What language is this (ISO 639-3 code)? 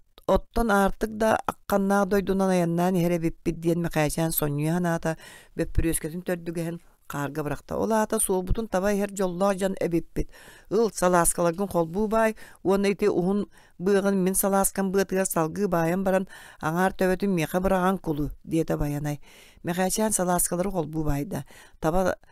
sah